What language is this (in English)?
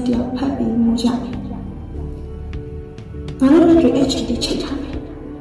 Burmese